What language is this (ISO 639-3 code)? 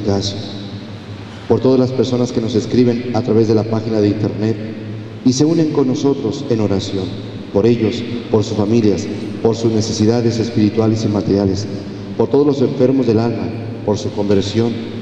spa